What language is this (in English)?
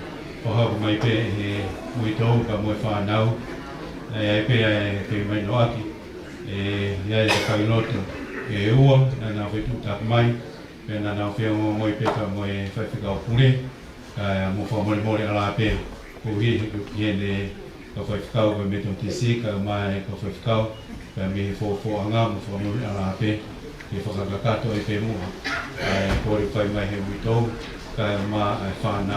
Tongan